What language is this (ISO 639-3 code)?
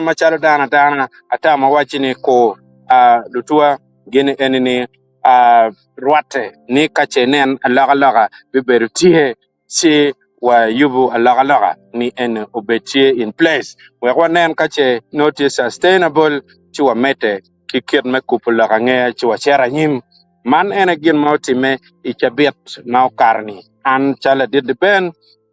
ach